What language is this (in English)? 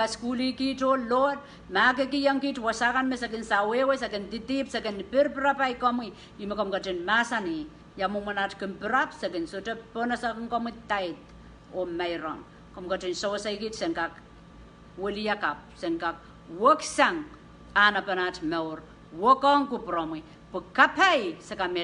Pohnpeian